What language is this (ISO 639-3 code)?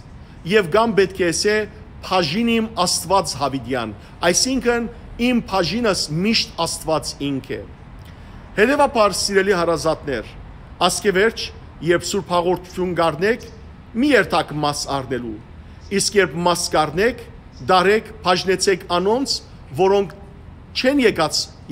hyw